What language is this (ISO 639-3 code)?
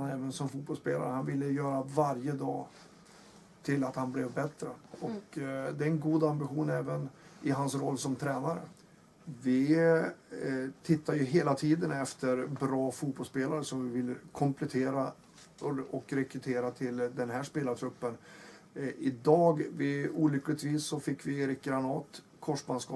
swe